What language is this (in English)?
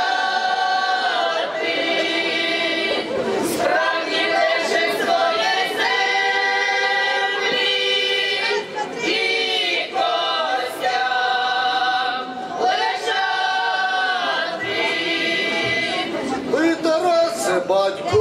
Ukrainian